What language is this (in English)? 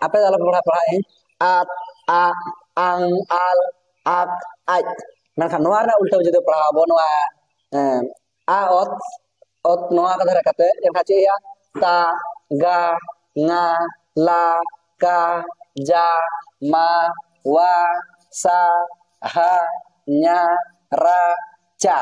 Santali